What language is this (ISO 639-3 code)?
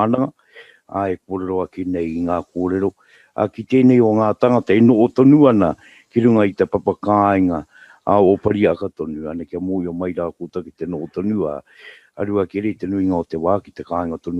mri